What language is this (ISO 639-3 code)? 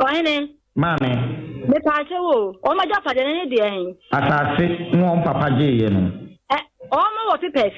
aka